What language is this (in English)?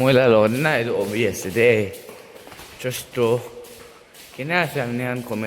Naga Pidgin